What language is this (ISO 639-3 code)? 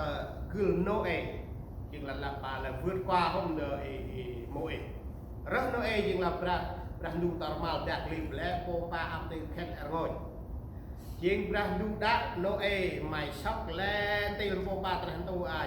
cmo